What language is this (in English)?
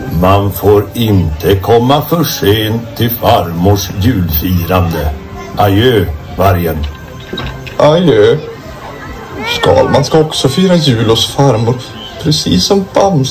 Swedish